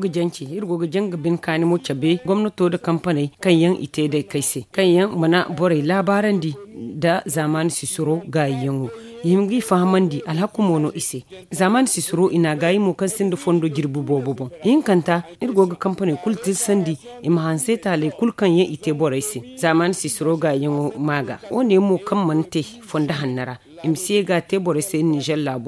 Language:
Zarma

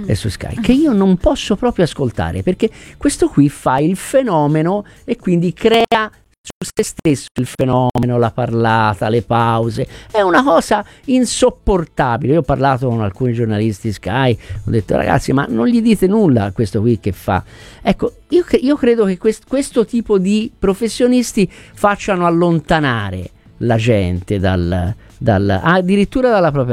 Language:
Italian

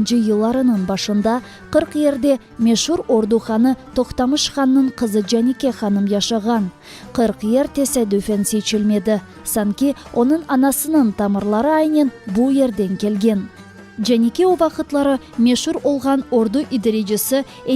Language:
Crimean Tatar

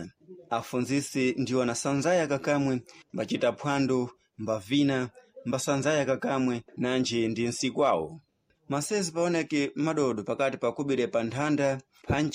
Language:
Sena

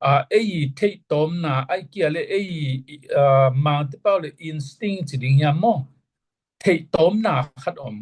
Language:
Tedim Chin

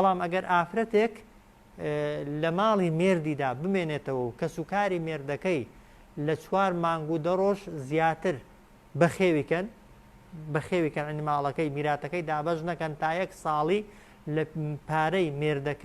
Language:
Central Kurdish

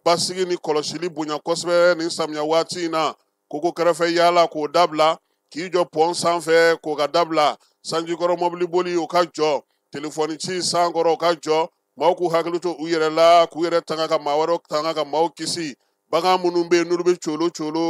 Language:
Bambara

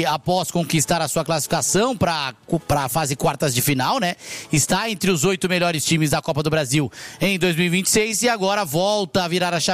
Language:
Portuguese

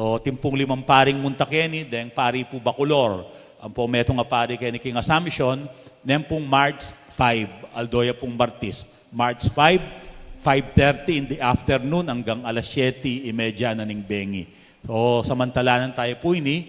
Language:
Pampanga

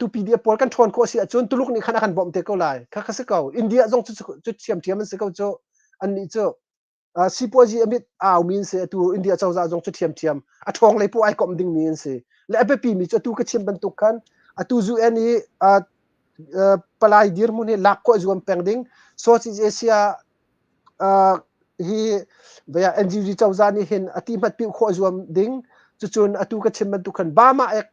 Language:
Hakha Chin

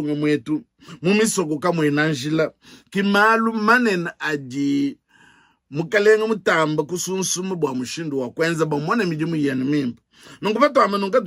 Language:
Luba-Lulua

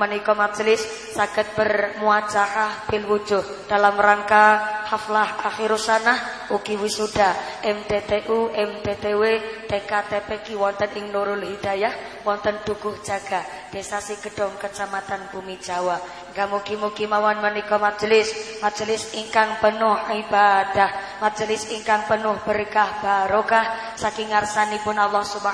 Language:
Javanese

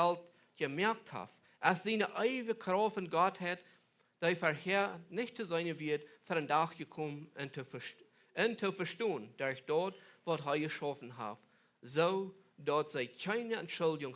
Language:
Plautdietsch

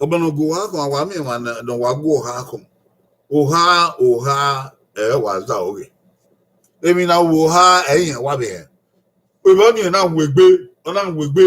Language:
Bini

